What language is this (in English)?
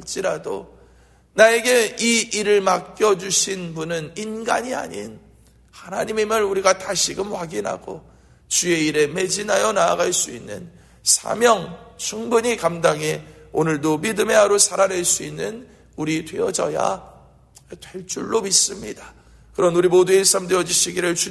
Korean